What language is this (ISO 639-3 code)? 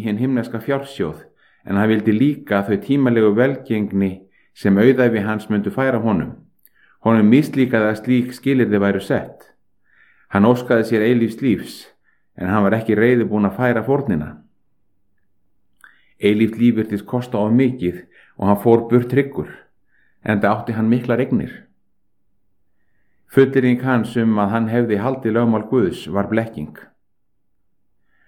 isl